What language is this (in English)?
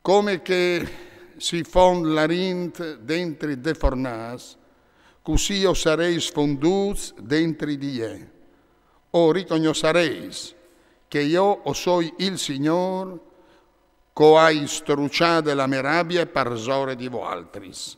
Friulian